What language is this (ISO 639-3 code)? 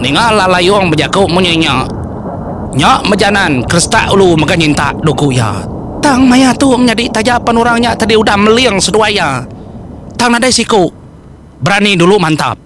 iba